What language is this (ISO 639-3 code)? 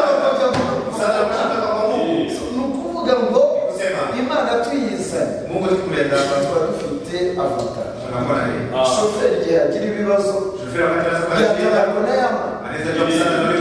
kin